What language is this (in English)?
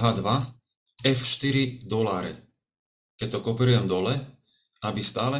Slovak